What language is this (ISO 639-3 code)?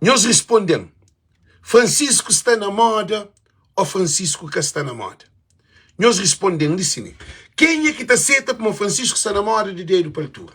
kea